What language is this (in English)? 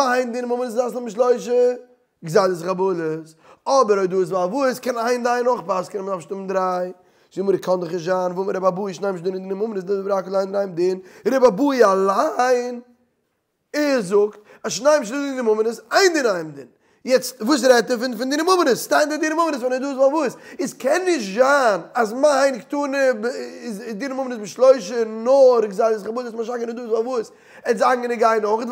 Yiddish